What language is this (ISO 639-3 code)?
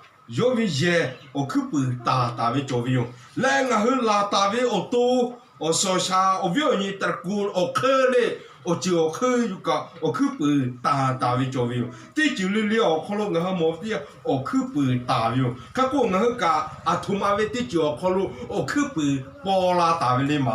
lhu